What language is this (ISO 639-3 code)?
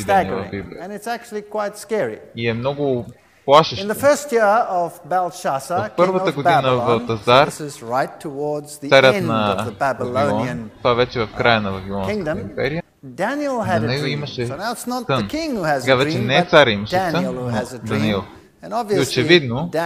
bul